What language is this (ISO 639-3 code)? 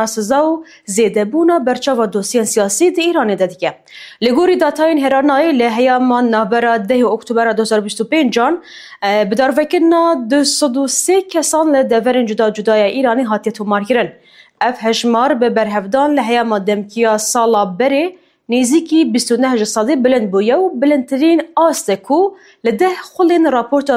kur